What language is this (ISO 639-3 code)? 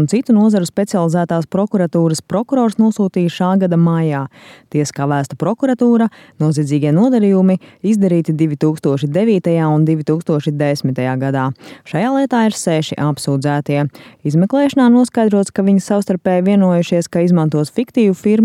lav